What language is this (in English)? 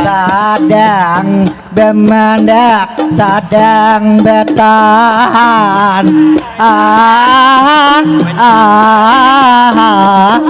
Banjar